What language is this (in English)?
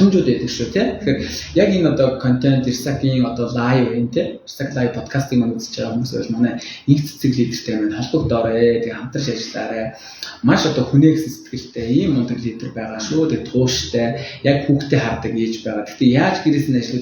Mongolian